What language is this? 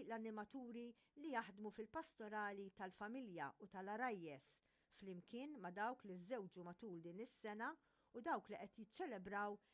Maltese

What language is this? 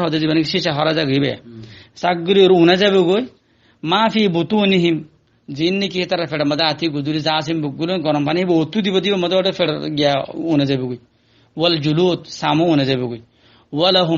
Rohingya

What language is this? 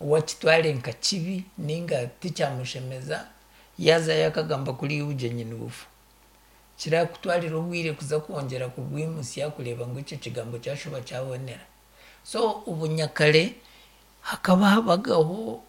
Nyankole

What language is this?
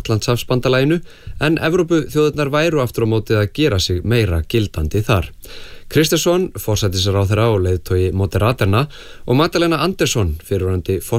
Icelandic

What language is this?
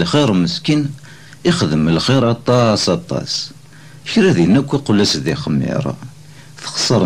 Kabyle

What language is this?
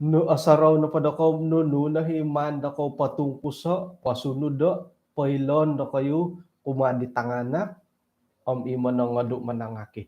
Central Dusun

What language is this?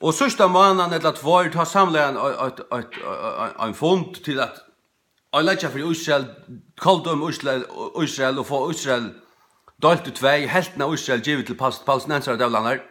Faroese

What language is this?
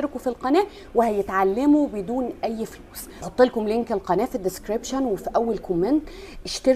Egyptian Arabic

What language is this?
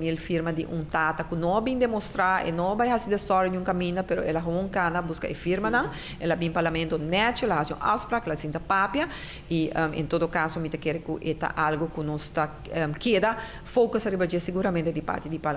Papiamento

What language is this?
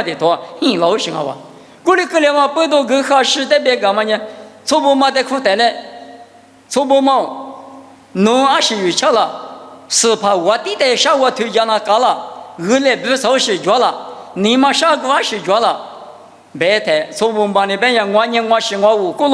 Lisu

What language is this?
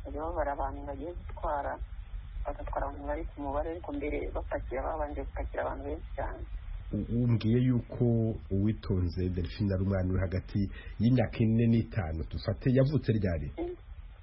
Kinyarwanda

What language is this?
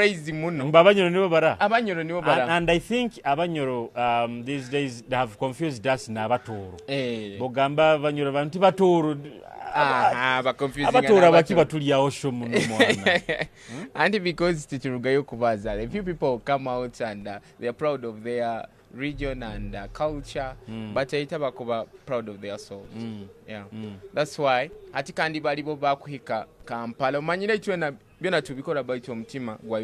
Nyoro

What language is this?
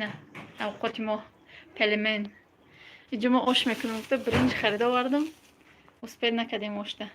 Tajik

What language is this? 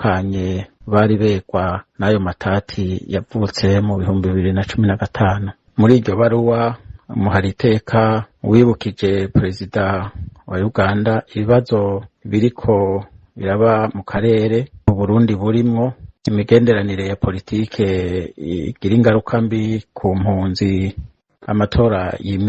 Rundi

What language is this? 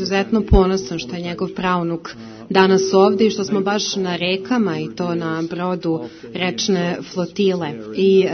Serbian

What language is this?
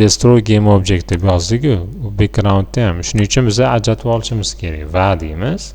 Uzbek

